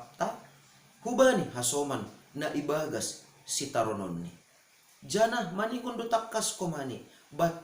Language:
Batak Simalungun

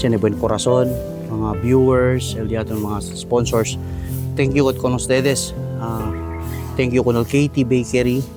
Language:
Chavacano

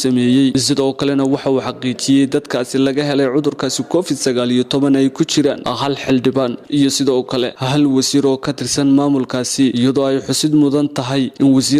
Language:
Somali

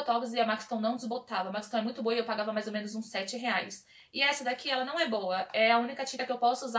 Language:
Portuguese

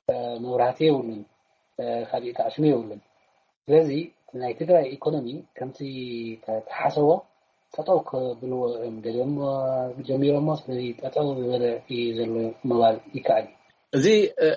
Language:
Tigrinya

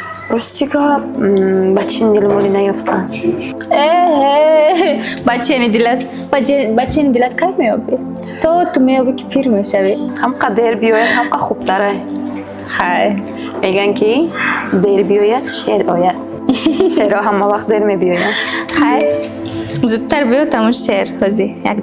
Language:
Tajik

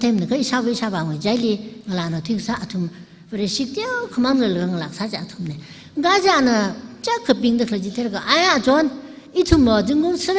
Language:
Tangkhul Naga (India)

